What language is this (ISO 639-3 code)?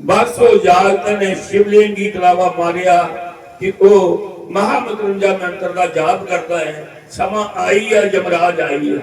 doi